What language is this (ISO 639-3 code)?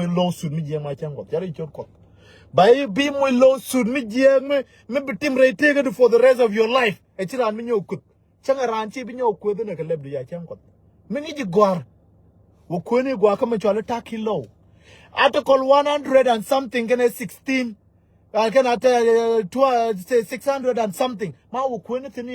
nus